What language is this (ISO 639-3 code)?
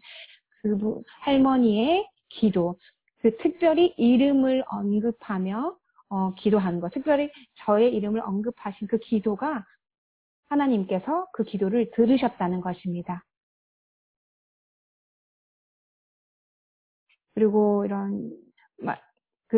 kor